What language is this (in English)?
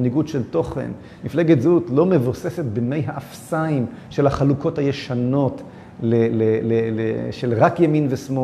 Hebrew